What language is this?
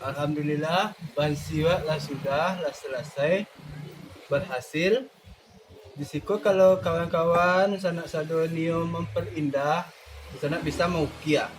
Minangkabau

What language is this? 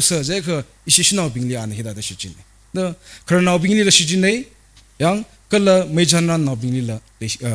Tangkhul Naga (India)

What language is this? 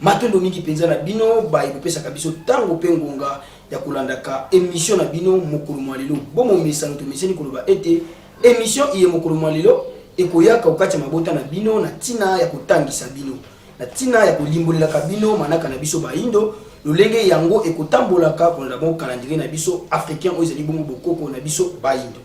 Lingala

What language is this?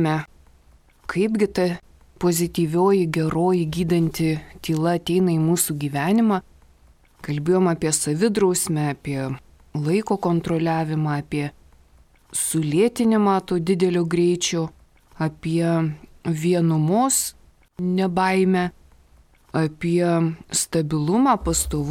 Lithuanian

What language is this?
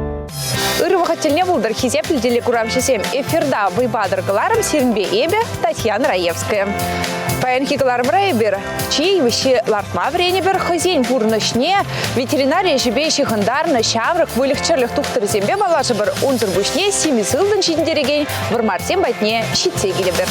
Chuvash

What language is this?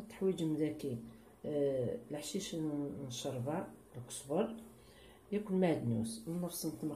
Kabyle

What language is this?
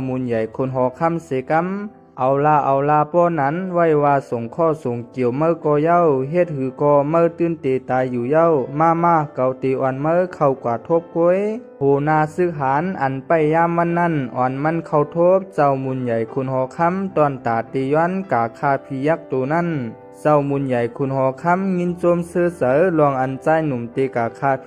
Shan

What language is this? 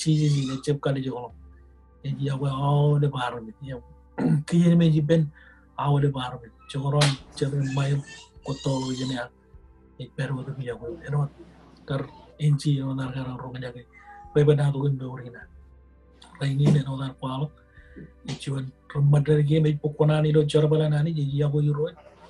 Marshallese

